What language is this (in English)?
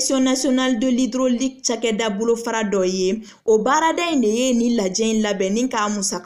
Bambara